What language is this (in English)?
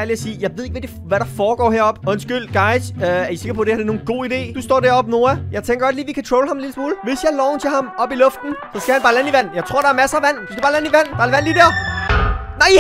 Danish